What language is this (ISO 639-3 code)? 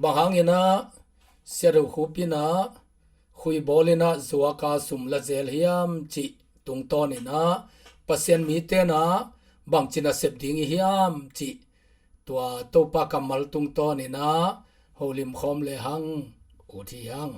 ctd